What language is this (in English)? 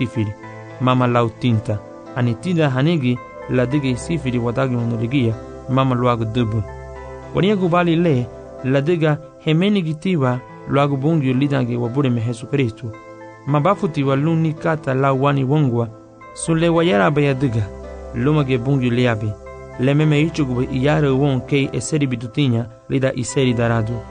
Garifuna